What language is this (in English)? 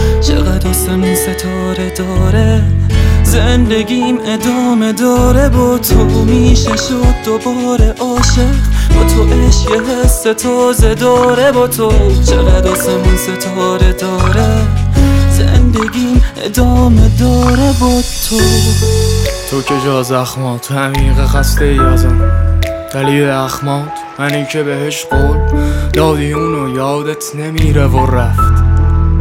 Persian